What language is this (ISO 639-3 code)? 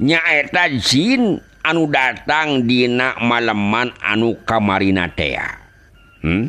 sun